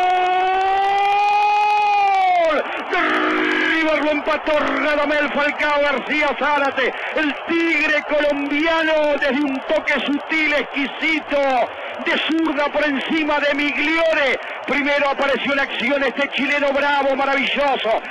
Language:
Spanish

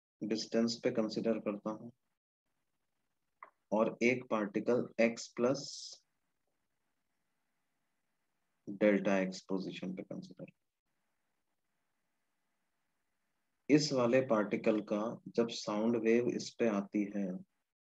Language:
Hindi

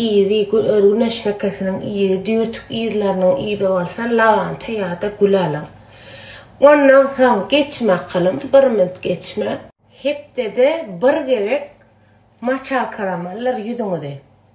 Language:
Turkmen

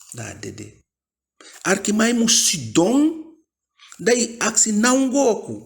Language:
Eastern Maroon Creole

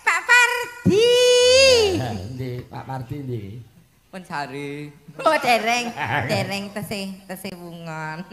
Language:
Javanese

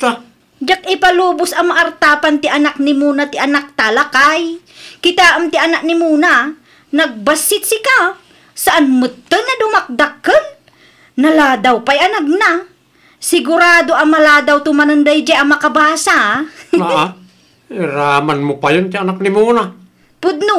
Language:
Iloko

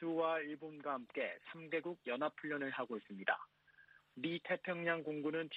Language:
Korean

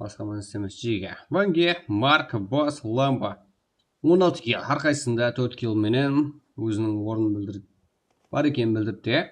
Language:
Kara-Kalpak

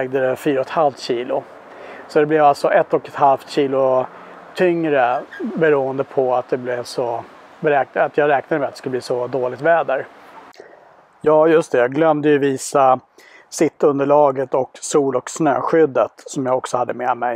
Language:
Swedish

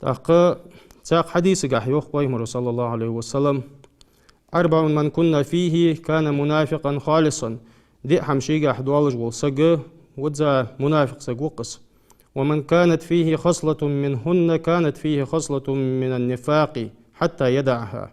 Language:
Ingush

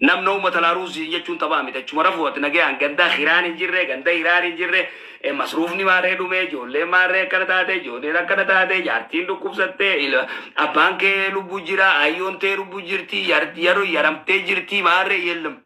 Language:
Oromo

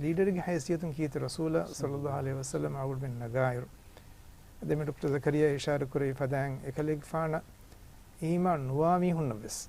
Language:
Divehi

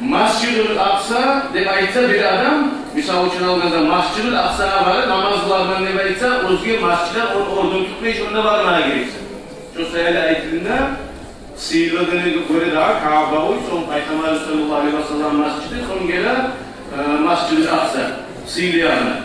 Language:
Kumyk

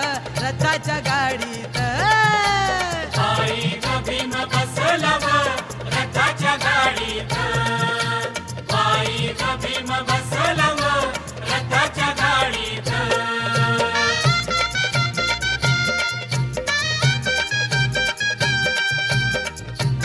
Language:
Marathi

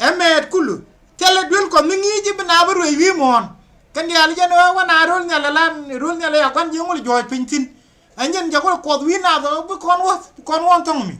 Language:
Nuer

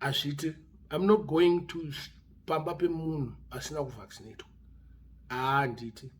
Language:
Shona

